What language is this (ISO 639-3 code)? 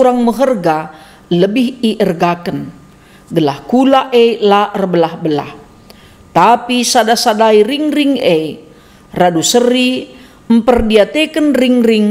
btx